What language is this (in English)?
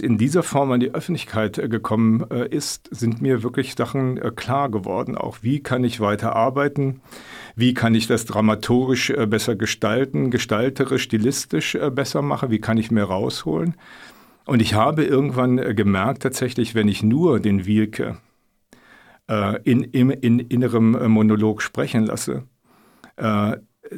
German